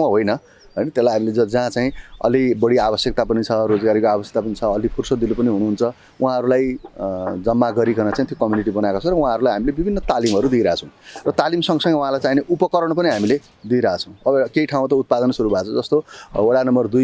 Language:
Nepali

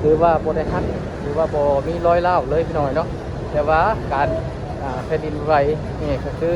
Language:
Lao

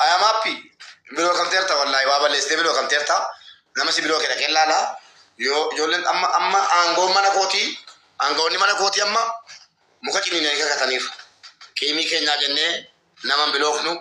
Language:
Oromo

